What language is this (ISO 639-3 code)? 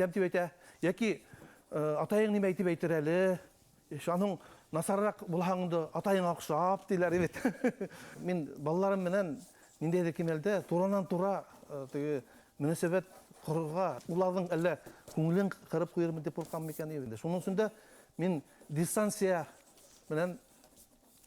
bak